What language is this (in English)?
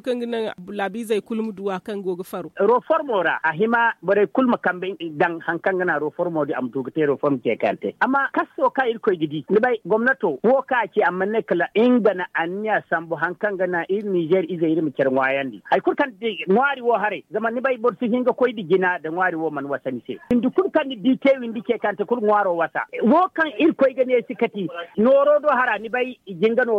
Zarma